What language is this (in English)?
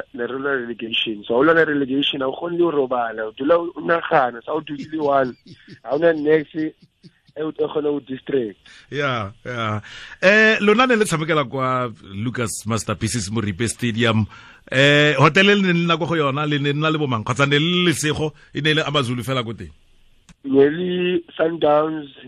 Tswana